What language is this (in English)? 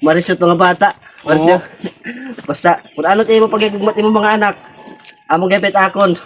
Waray